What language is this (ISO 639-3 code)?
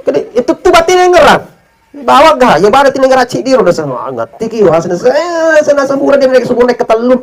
bug